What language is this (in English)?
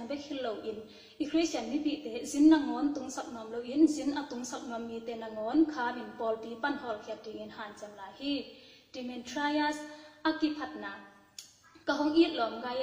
Tedim Chin